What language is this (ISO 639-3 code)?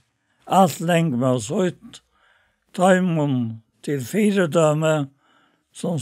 fao